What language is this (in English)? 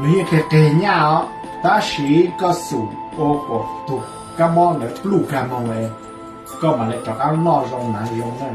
Hmong